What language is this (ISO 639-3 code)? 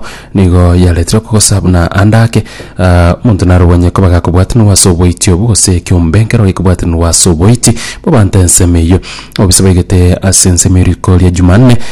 guz